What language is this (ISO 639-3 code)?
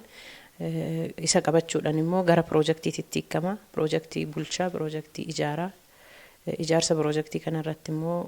orm